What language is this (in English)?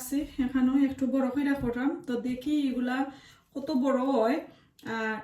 Sylheti